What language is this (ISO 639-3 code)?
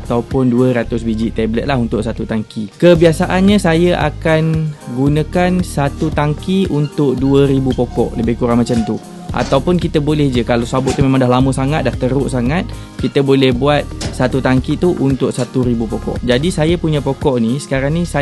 msa